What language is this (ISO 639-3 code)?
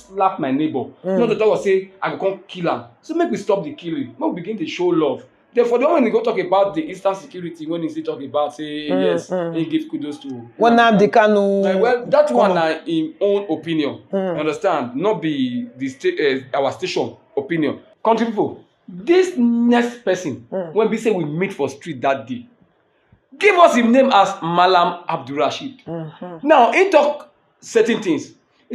pcm